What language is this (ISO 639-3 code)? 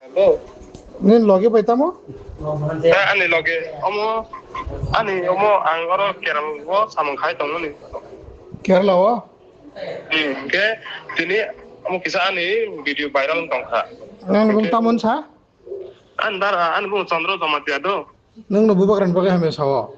trp